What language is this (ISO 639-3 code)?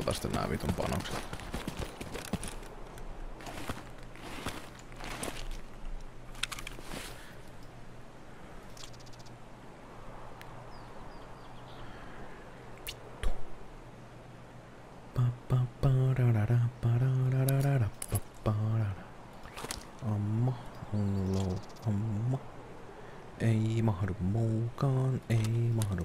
fin